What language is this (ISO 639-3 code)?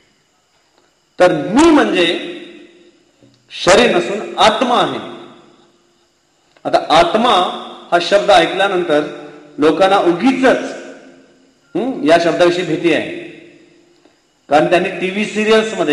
mar